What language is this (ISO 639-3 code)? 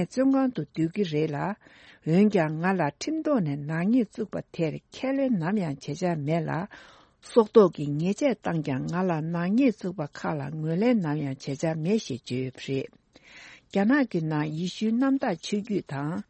bod